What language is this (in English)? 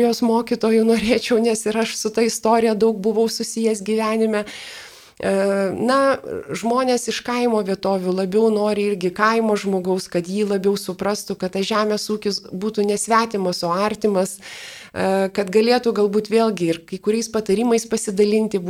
Lithuanian